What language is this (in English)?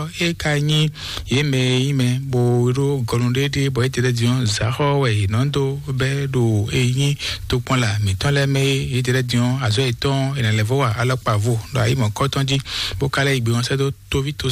Fon